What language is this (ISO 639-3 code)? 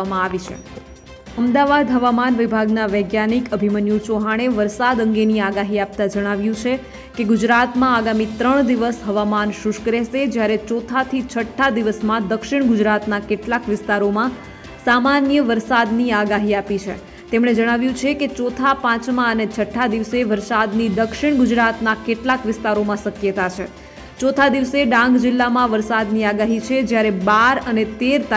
guj